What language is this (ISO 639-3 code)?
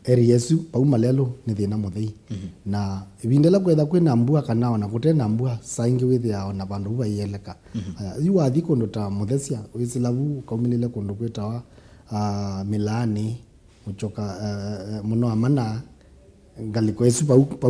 kam